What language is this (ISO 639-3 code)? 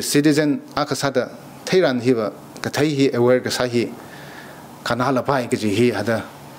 nmf